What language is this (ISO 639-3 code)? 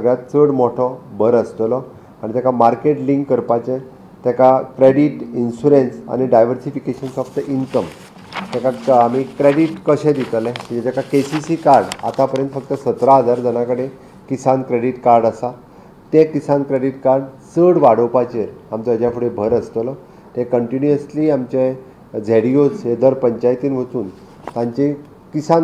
kok